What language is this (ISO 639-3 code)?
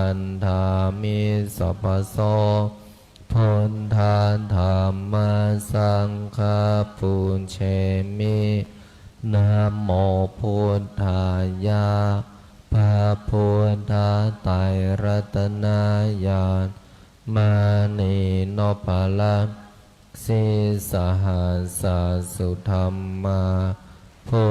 pli